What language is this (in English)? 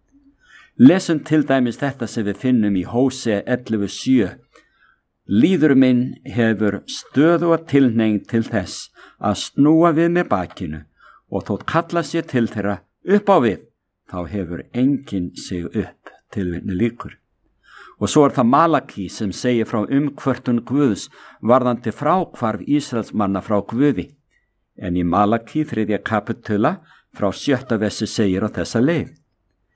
Icelandic